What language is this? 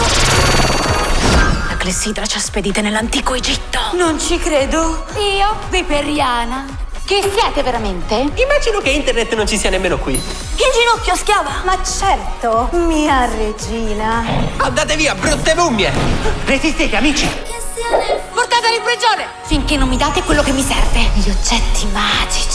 Italian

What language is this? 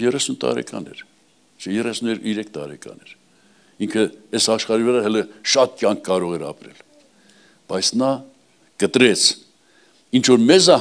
Armenian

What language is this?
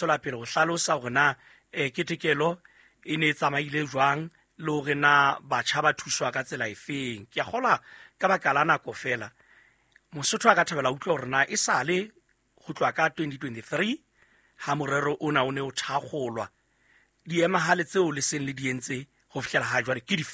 Southern Sotho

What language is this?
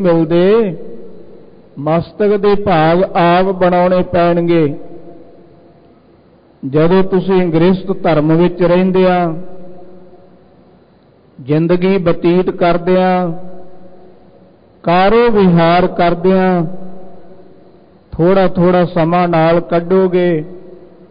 Punjabi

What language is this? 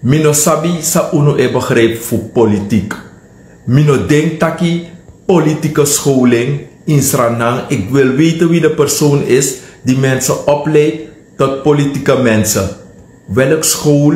Sranan Tongo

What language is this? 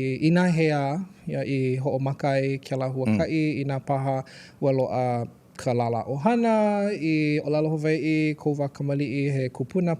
Hawaiian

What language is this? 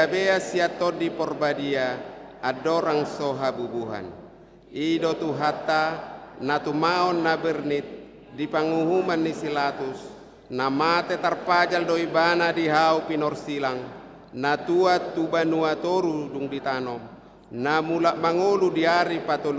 Batak Toba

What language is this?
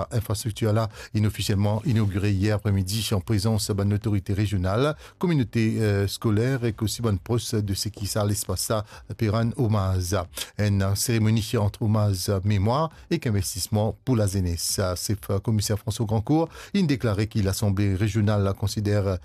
Morisyen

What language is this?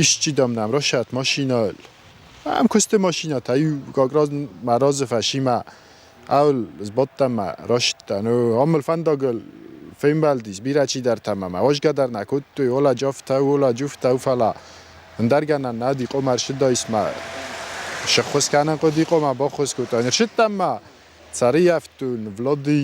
Ossetic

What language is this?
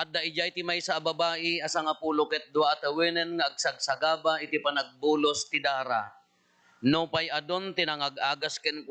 Iloko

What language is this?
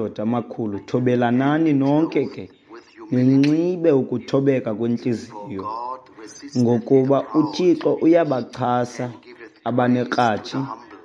Xhosa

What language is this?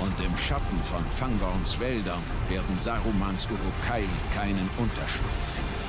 Bavarian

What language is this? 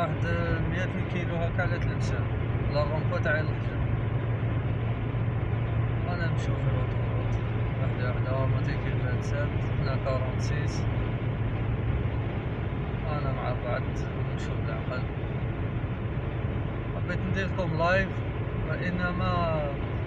Algerian Arabic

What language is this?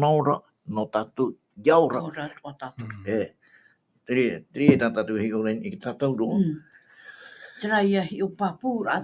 Tahitian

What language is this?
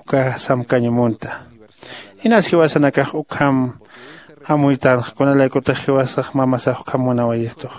Aymara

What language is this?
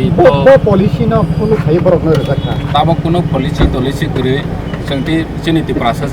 Kok Borok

